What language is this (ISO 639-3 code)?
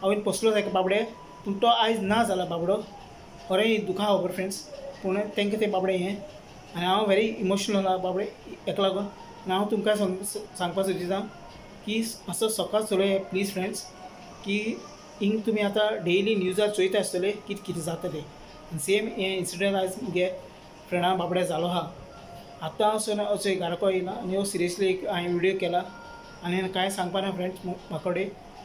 kok